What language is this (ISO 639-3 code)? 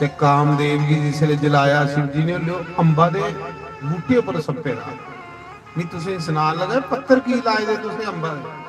doi